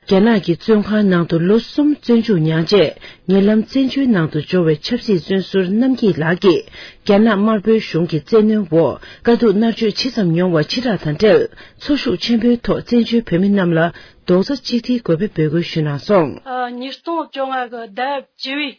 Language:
Tibetan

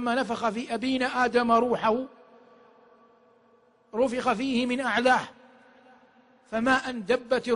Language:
Arabic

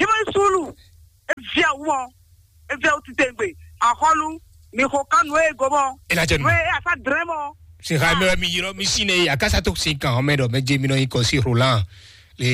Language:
Fon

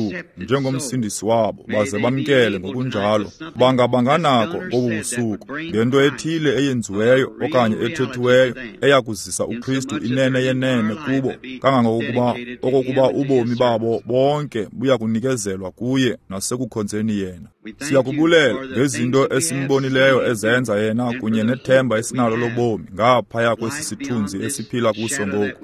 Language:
Xhosa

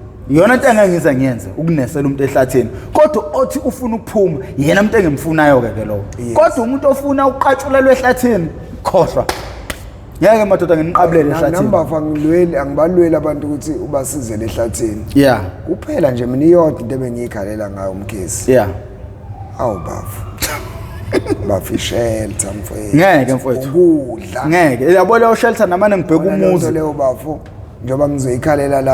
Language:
Zulu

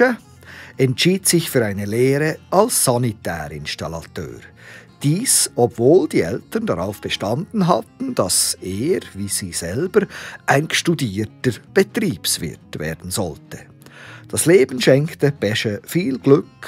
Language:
Swiss German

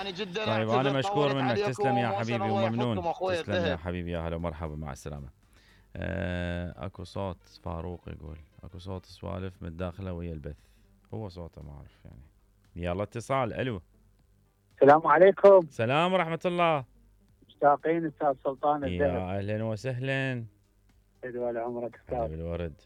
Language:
Mesopotamian Arabic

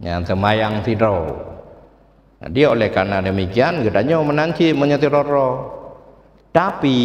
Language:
Achinese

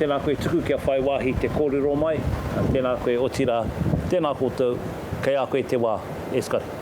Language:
Māori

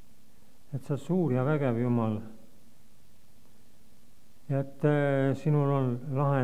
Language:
Estonian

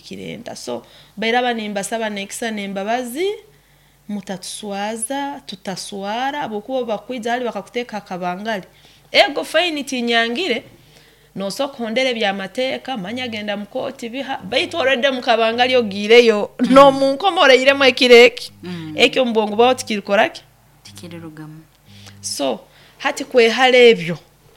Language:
Nyoro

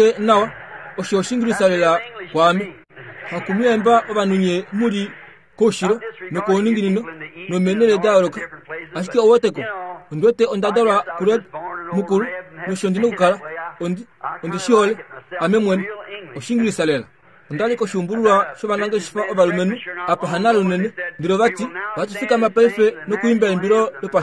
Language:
Kuanyama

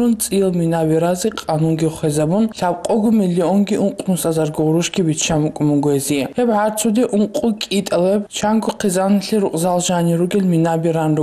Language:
Avaric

